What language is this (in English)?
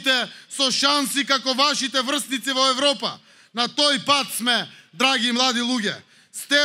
Macedonian